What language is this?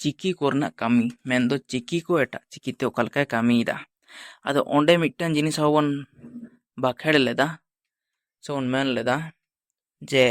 Santali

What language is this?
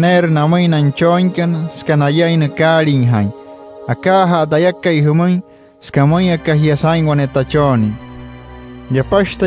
Wayuu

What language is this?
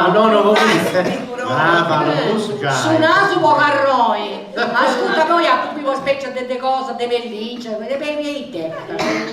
Sardinian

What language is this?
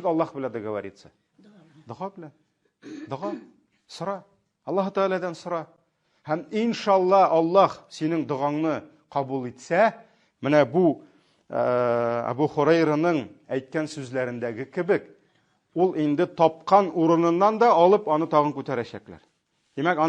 Tatar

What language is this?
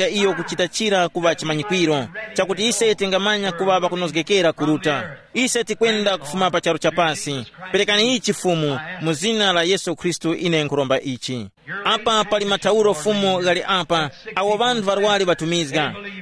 Tumbuka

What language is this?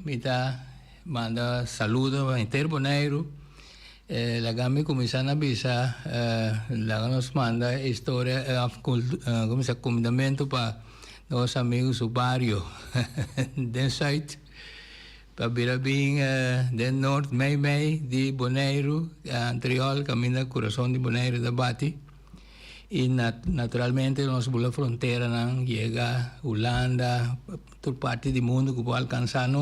Papiamento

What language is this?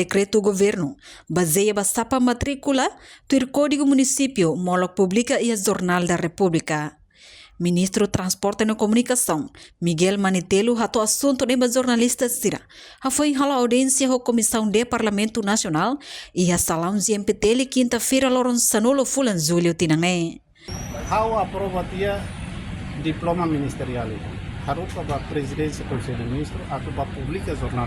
Tetum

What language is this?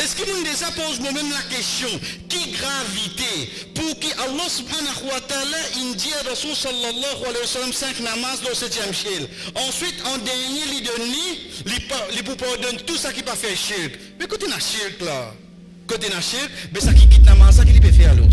Morisyen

